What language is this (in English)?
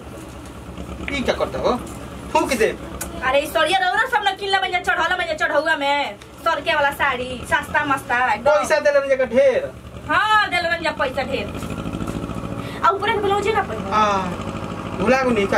Bhojpuri